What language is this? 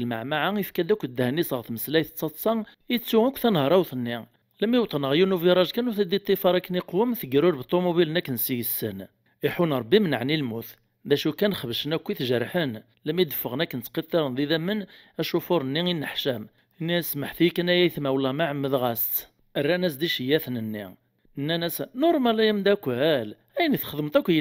Kabyle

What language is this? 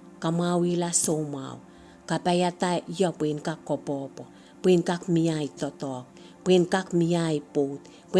Pohnpeian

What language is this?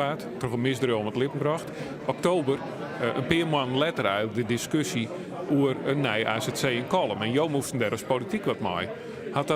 Western Frisian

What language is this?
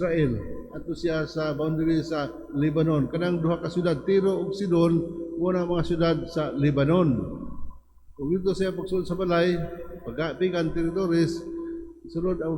Cebuano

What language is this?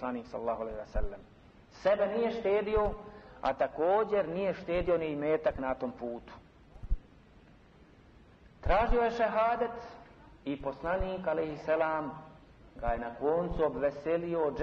Bosnian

